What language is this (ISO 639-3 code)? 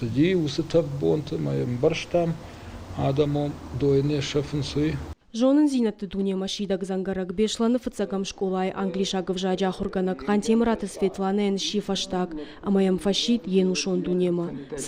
oss